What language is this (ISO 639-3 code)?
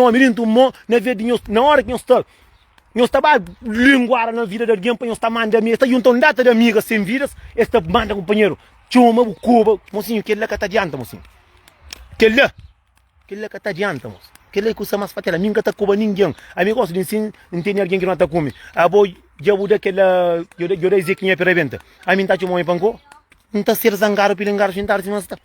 kea